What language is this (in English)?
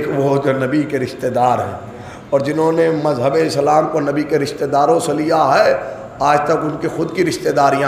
Urdu